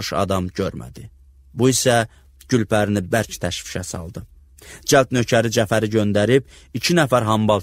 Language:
Azerbaijani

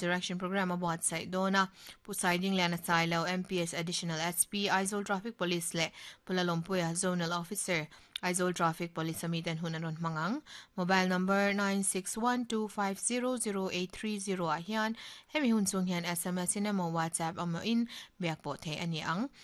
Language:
Mizo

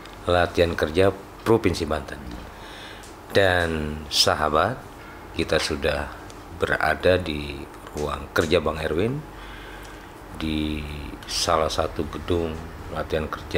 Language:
Indonesian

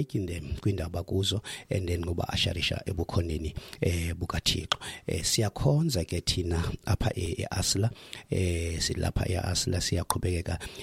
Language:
Xhosa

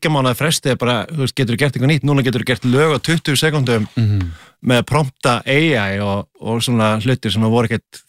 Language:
Icelandic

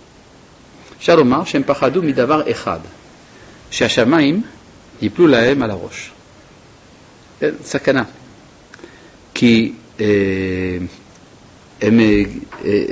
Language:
Hebrew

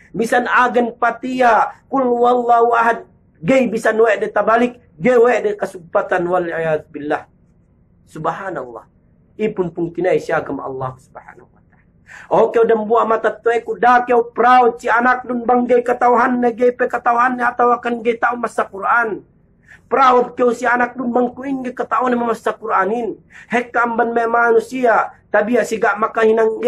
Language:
Yakan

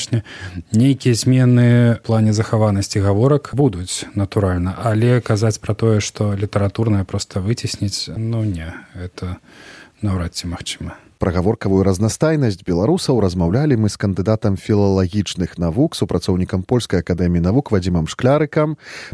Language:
Belarusian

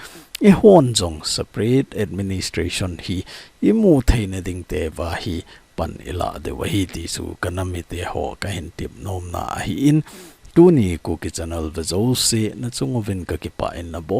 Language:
Thado Chin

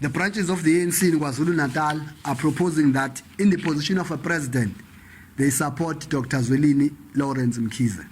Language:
Venda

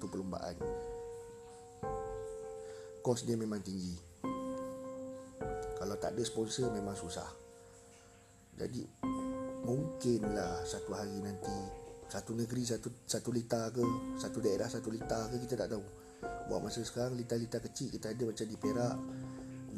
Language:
Malay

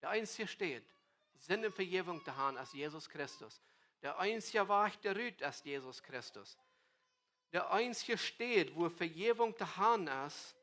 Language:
Plautdietsch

